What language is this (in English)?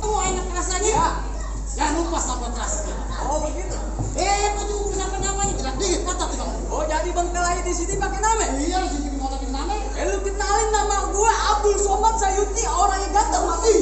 Betawi